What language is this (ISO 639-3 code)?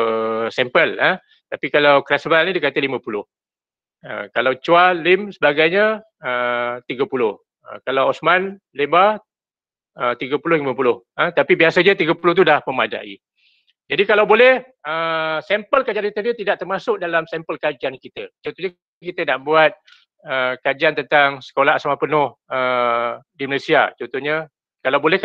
msa